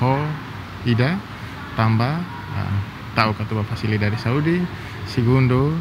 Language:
Tetum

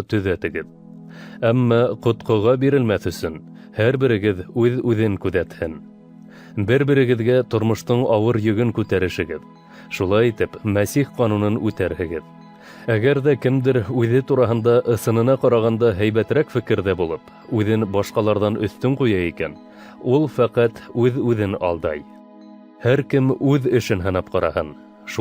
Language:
Bashkir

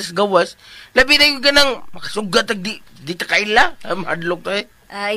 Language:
Cebuano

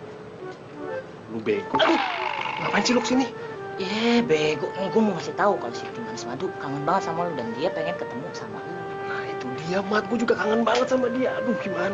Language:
Indonesian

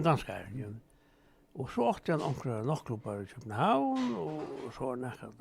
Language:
Faroese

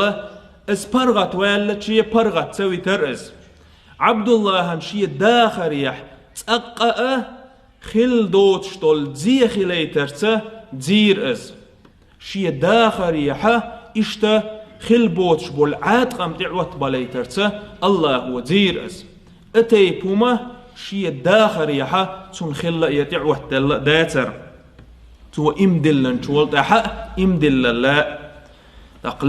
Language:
Chechen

